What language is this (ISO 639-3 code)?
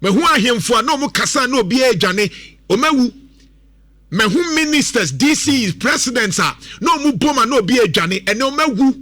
aka